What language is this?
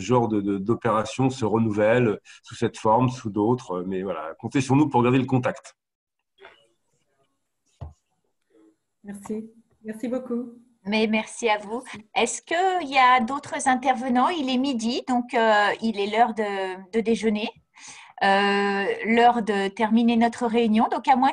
French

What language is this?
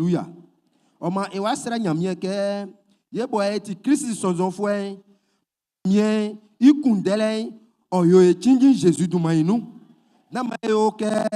Baoulé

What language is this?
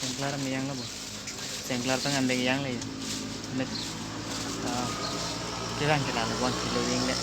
Karbi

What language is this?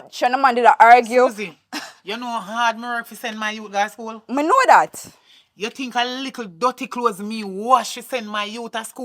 Jamaican Creole English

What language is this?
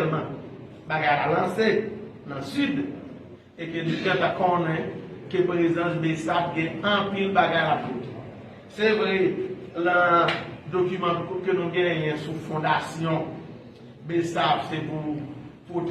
Haitian Creole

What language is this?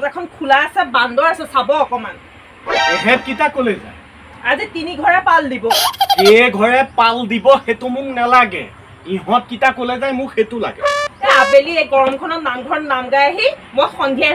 Assamese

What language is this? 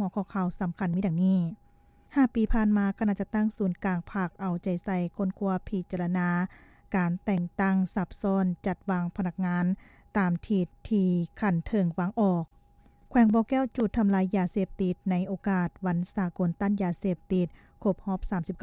Lao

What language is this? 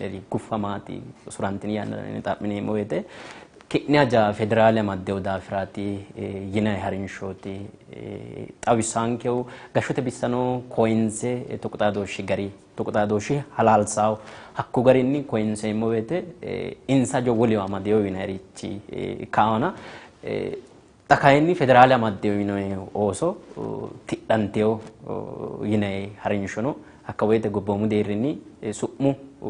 Sidamo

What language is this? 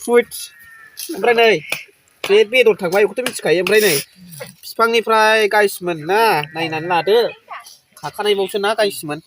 Bodo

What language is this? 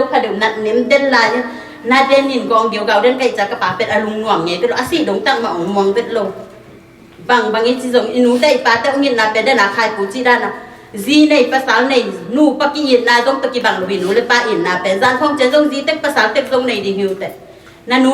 Tedim Chin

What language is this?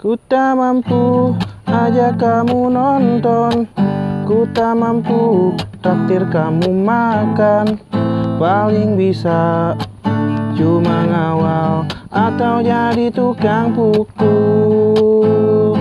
Betawi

